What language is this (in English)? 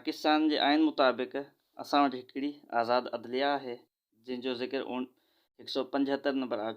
Sindhi